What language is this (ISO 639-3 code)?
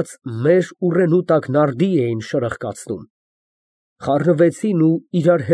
hye